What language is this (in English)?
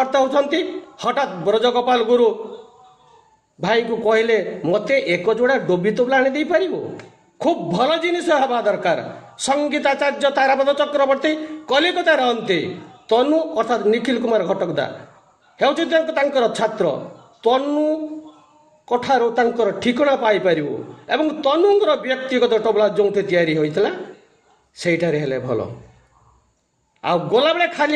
Odia